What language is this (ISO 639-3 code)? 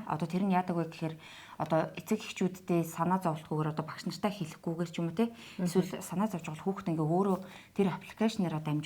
mon